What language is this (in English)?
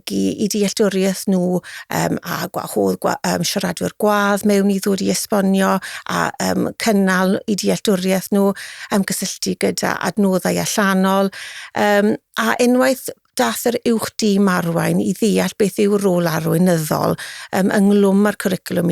Welsh